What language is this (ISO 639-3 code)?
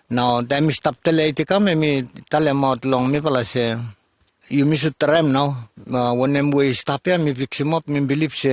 bis